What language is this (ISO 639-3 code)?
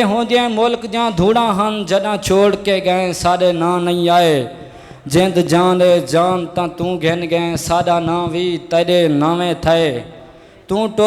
skr